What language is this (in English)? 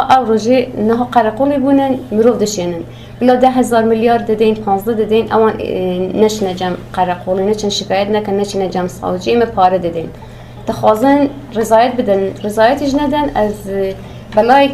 Kurdish